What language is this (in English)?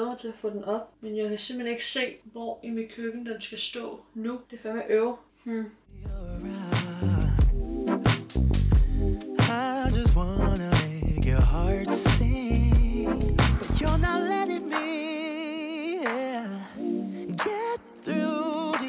Danish